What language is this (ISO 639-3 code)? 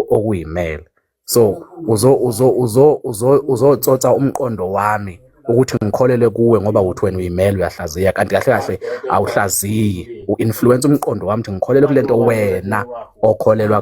zul